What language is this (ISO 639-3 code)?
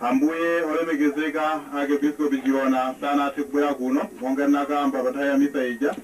nya